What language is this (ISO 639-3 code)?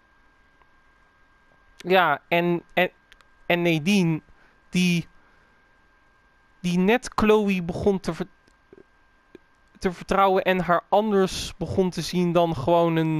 nld